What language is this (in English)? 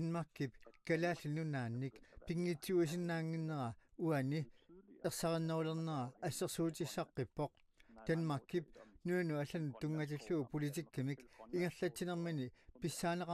Kalaallisut